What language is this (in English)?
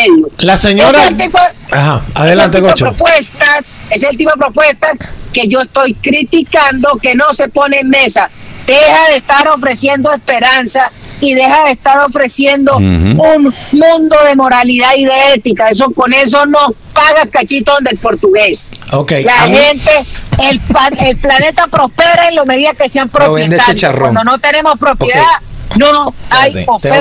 Spanish